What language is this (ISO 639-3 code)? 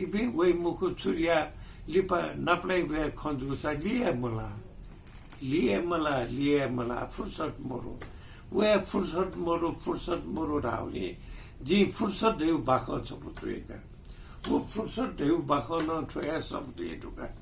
new